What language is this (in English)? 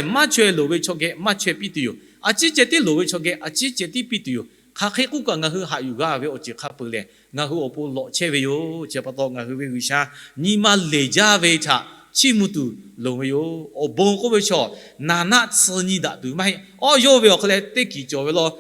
Lahu